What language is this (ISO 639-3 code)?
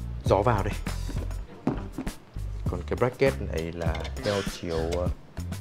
vie